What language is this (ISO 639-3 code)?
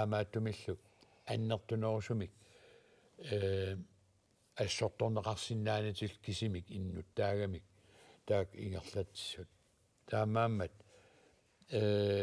kal